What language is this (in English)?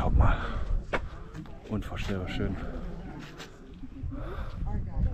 German